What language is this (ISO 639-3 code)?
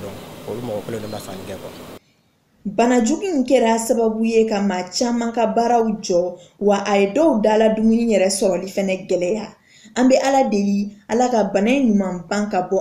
bam